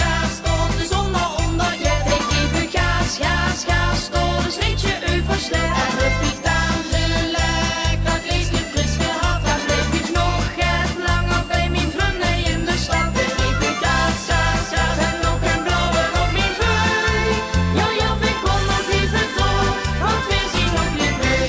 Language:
Limburgish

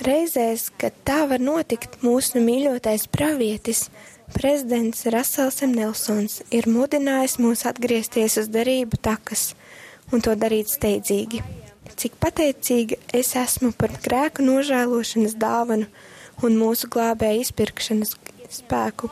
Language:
Latvian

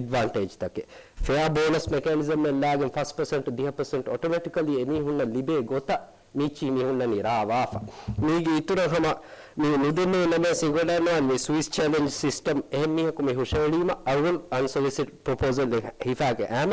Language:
Divehi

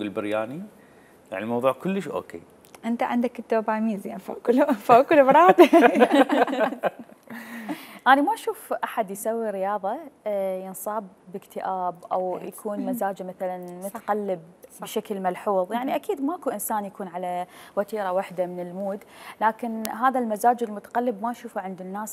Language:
Mesopotamian Arabic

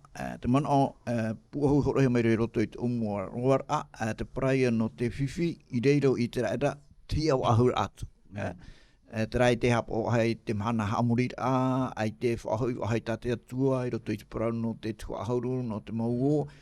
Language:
Tahitian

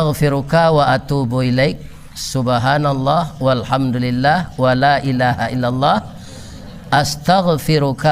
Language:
Minangkabau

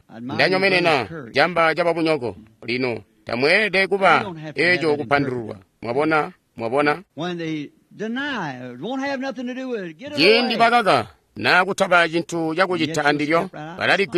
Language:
Tonga (Zambia)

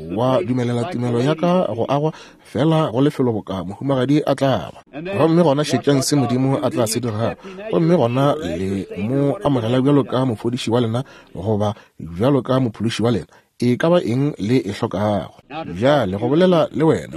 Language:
Northern Sotho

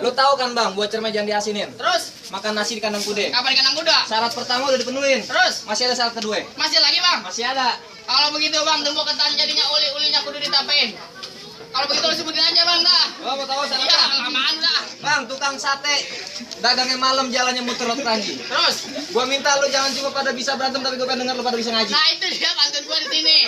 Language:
Betawi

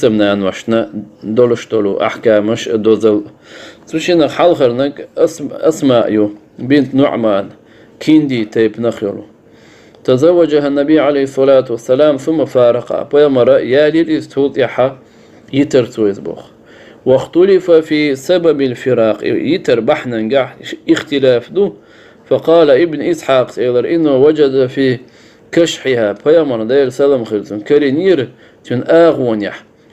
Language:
Chechen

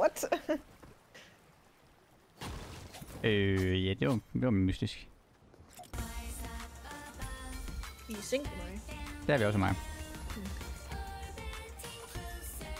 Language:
Danish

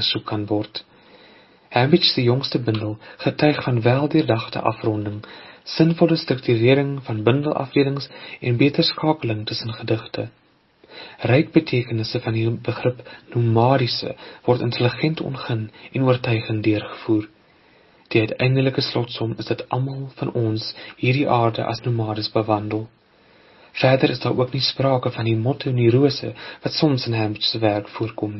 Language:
Afrikaans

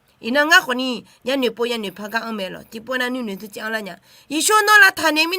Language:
Akha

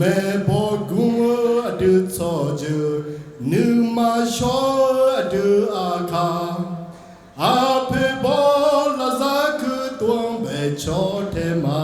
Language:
Akha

